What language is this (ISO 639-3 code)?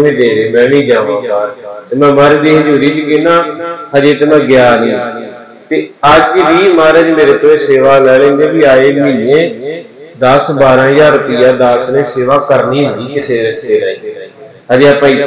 pan